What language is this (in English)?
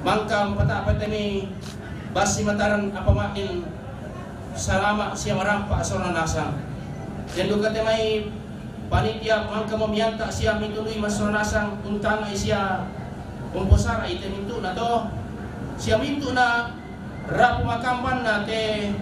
Toraja-Sa'dan